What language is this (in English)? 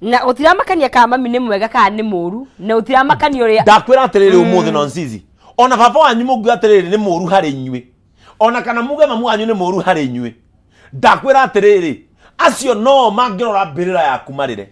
Kikuyu